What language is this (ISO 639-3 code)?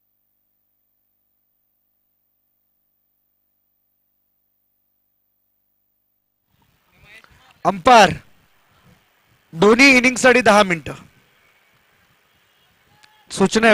mar